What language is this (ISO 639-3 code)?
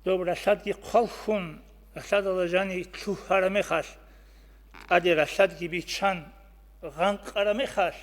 ava